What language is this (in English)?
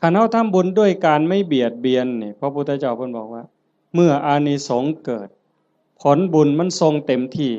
Northeastern Thai